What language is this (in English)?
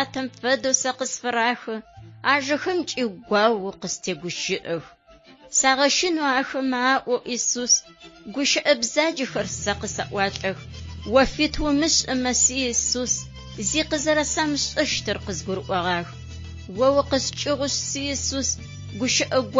Adyghe